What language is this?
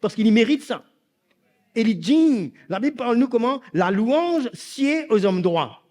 Morisyen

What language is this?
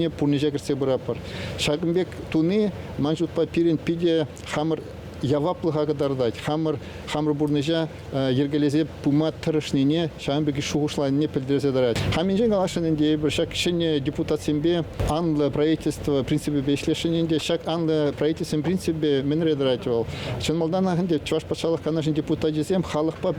Chuvash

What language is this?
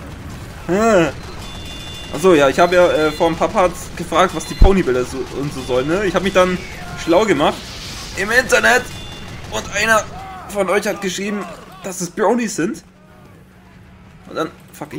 German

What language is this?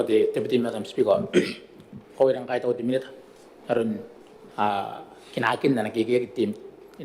Gilbertese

